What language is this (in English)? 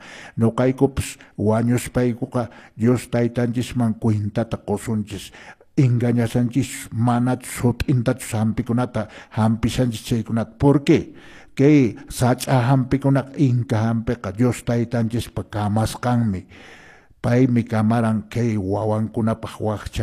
Quechua